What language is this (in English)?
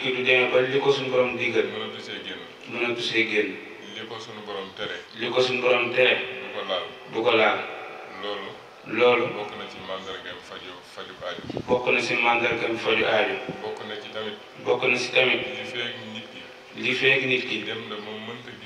Wolof